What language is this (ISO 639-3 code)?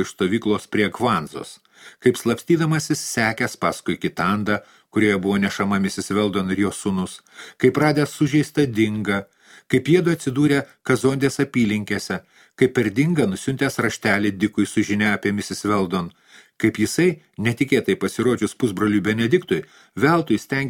lit